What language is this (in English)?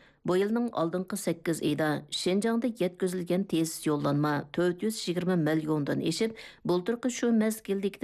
Uyghur